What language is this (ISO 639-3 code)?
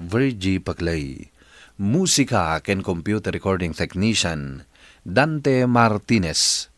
ilo